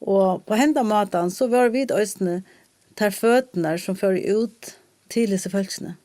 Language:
Faroese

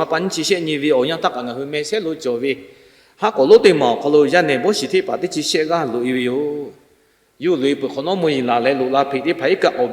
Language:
Lahu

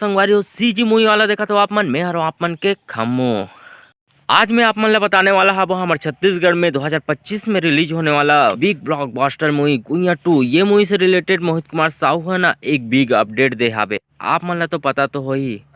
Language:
Chhattisgarhi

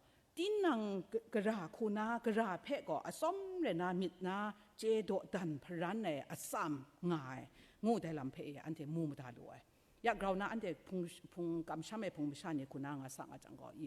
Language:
Kachin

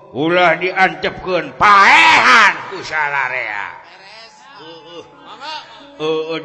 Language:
Sundanese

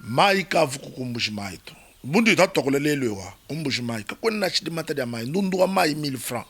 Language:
Luba-Lulua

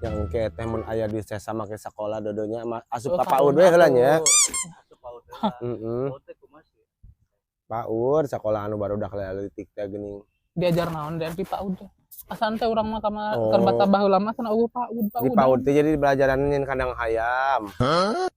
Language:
Sundanese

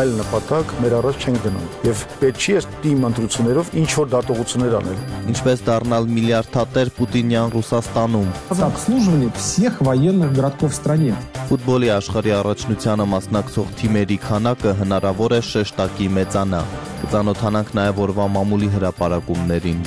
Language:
Armenian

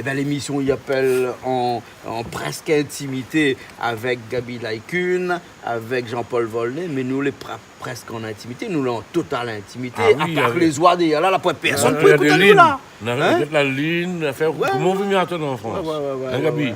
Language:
Réunion Creole French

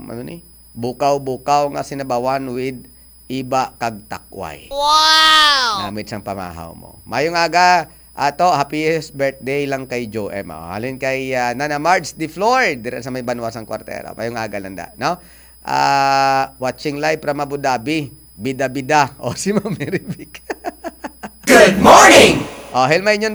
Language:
Hiligaynon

